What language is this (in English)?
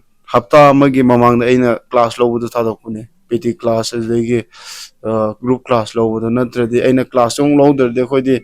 Manipuri